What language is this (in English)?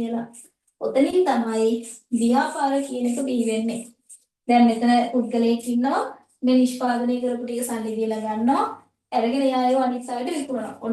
Sinhala